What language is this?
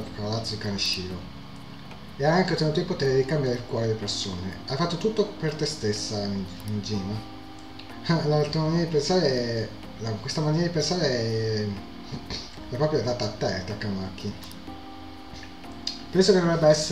Italian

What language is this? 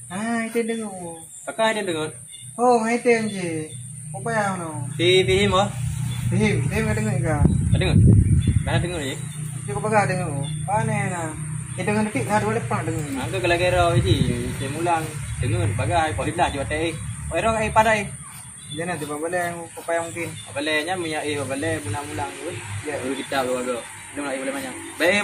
Achinese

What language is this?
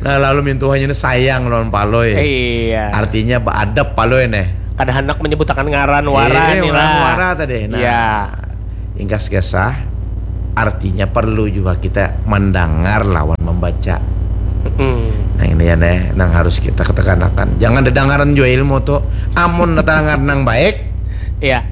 Banjar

